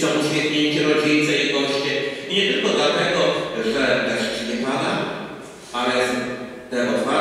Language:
Polish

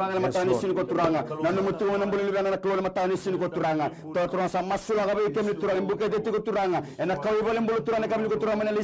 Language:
Fijian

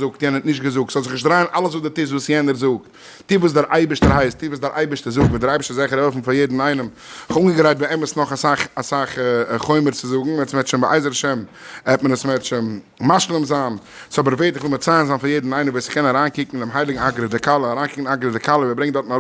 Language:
Yiddish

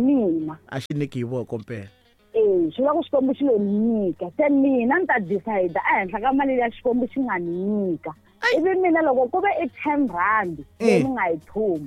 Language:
Tsonga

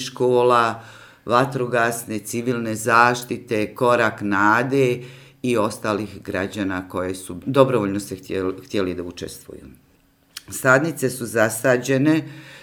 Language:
Serbian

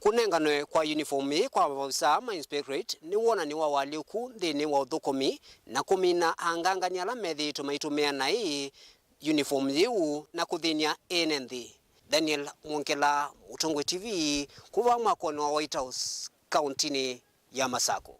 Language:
Kamba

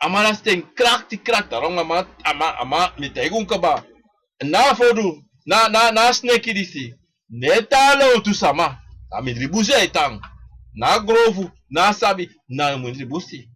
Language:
Sranan Tongo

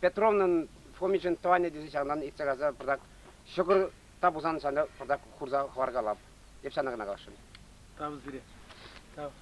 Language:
Chuvash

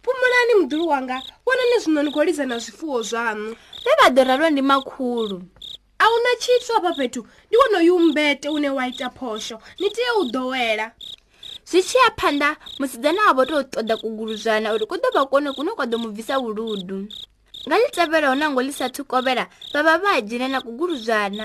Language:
Venda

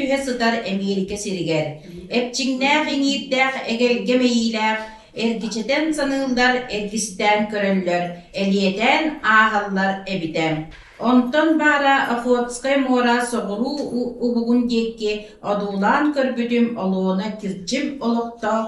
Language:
Yakut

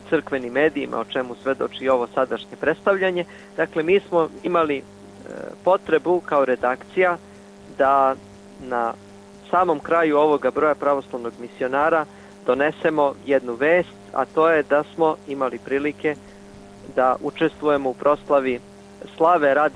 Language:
Serbian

